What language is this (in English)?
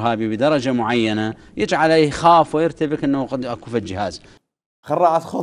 Mesopotamian Arabic